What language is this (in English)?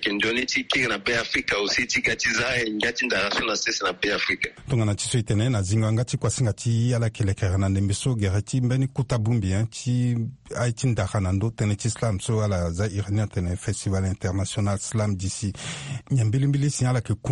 Sango